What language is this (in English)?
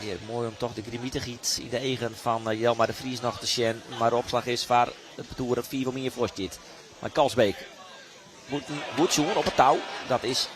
Western Frisian